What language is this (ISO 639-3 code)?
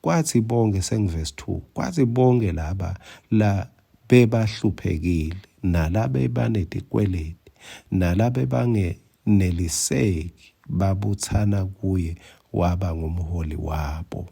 ssw